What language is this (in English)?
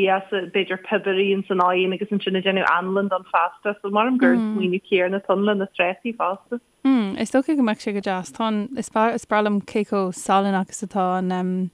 Irish